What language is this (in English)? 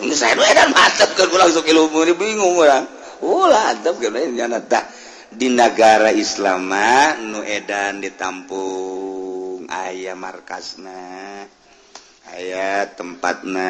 Sundanese